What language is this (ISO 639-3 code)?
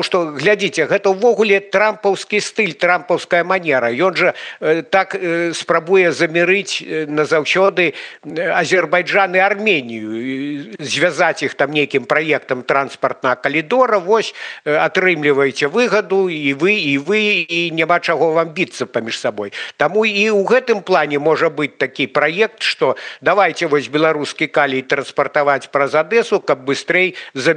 bel